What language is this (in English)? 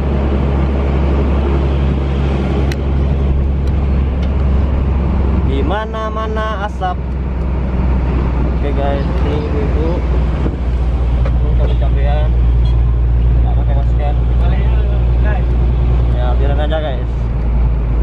Indonesian